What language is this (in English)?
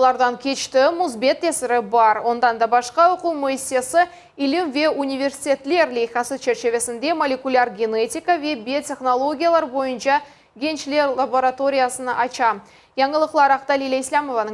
Crimean Tatar